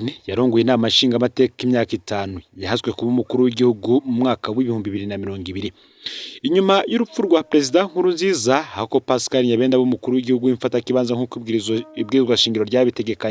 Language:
Rundi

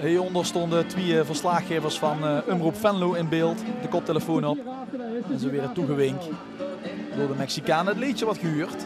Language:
Limburgish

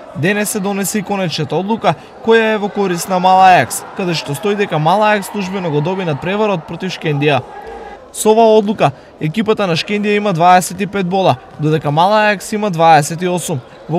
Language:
Macedonian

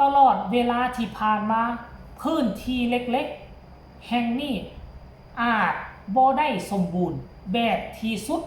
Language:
Northeastern Thai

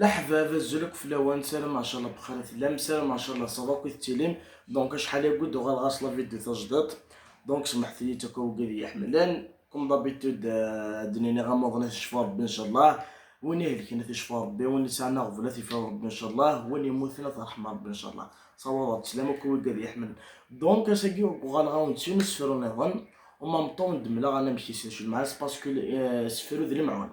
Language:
Kabyle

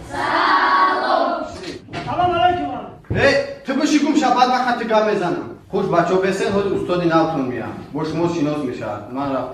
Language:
Tajik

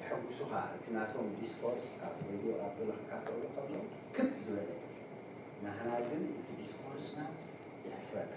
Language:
Tigrinya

